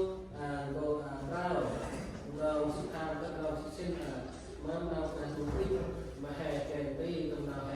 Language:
Central Mnong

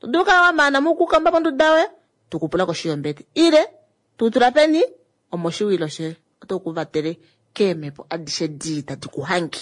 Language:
Kuanyama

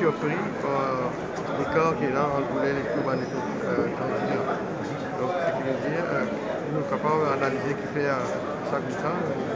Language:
Morisyen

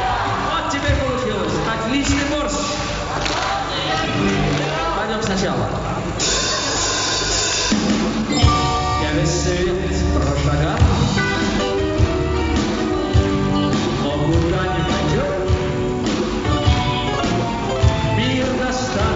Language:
Russian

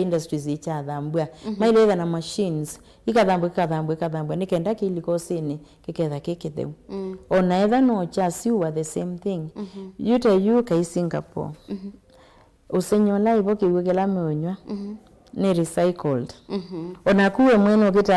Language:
Kamba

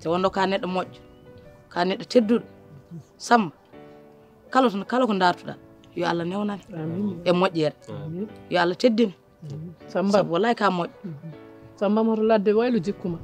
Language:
Fula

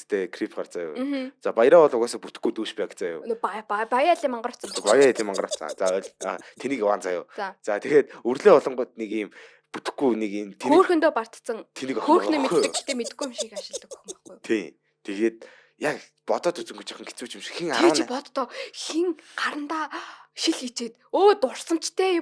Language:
Mongolian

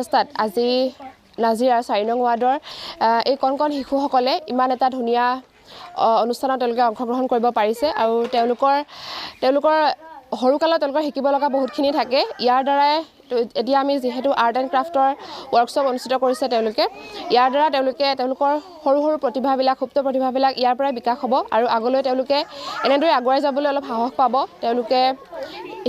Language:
Assamese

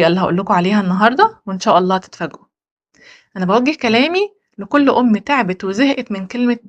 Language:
Egyptian Arabic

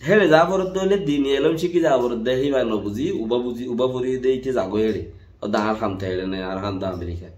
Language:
Rohingya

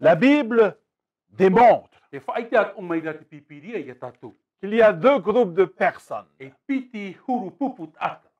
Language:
Tahitian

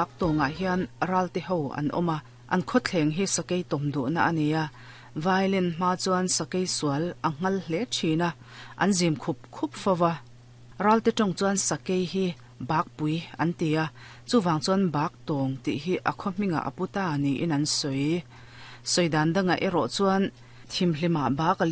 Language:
Mizo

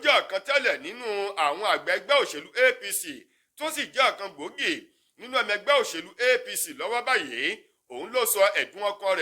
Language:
Yoruba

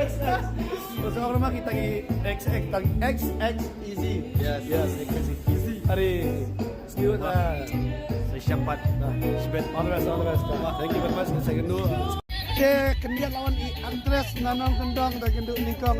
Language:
Khasi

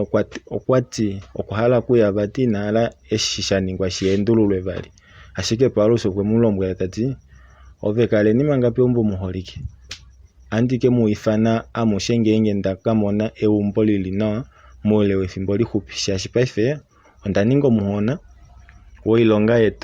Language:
Kuanyama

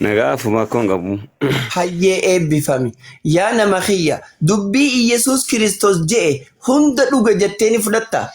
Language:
Oromo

